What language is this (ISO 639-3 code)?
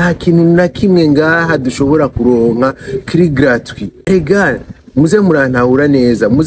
run